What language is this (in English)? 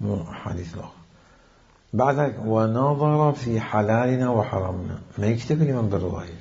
Mesopotamian Arabic